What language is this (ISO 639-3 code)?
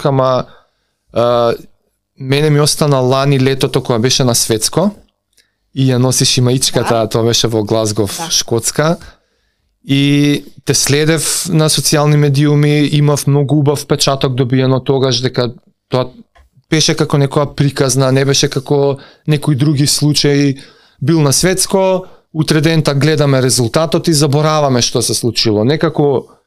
mkd